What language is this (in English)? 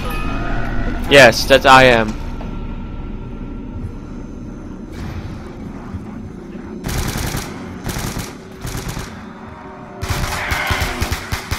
Dutch